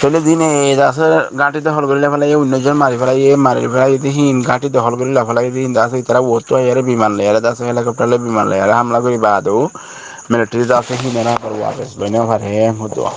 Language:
Rohingya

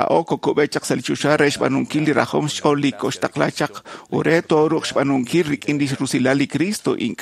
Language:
Kekchí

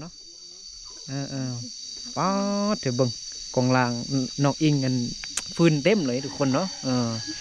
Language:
Lao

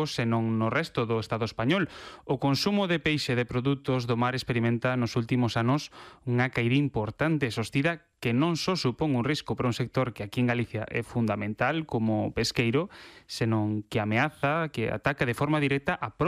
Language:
Galician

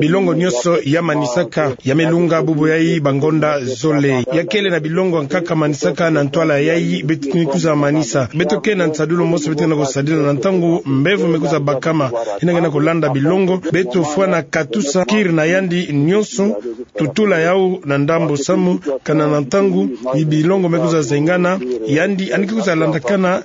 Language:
Kituba (Democratic Republic of Congo)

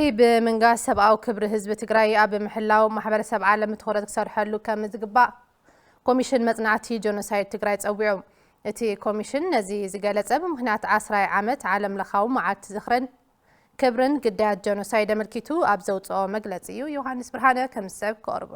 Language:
Tigrinya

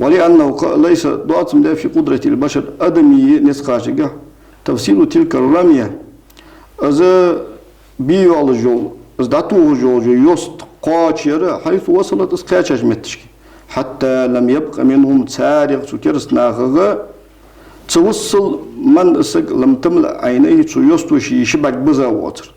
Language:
Ingush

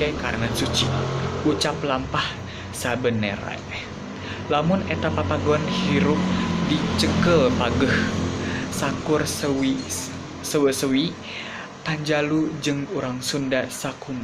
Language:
Sundanese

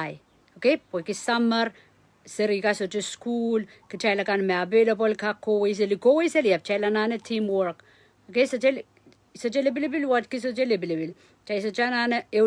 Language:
Pohnpeian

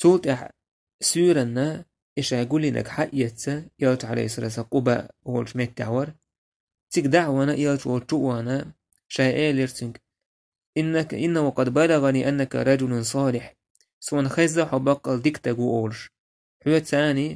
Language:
Chechen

